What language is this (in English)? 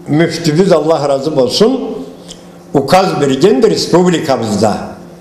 Karachay-Balkar